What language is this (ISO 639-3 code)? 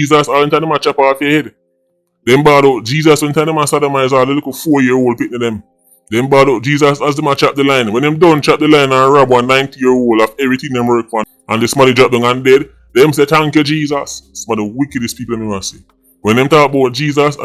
jam